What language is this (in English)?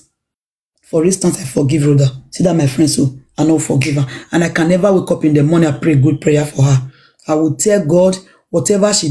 Nigerian Pidgin